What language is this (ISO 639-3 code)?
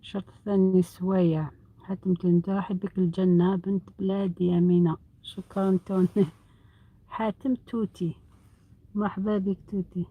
arq